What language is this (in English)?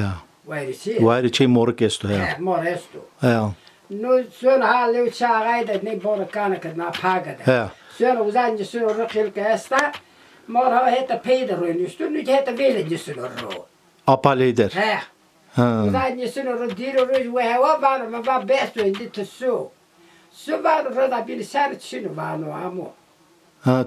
Zaza